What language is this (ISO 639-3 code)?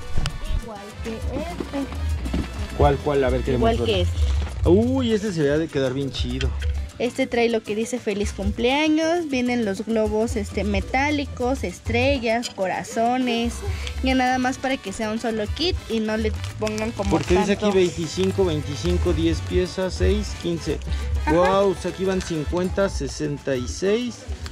spa